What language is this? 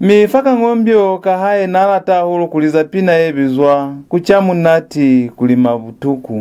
Lozi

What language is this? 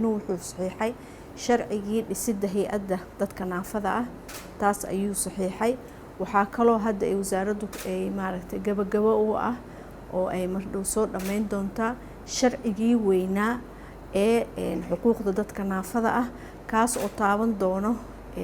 Somali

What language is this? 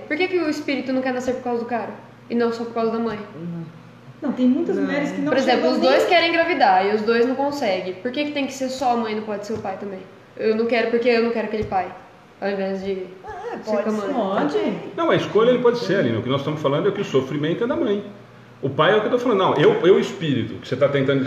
Portuguese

